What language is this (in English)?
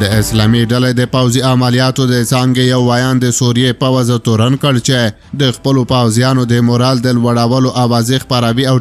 Pashto